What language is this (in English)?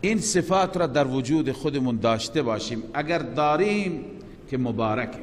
Persian